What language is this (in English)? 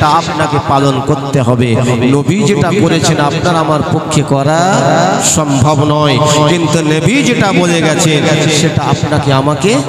Bangla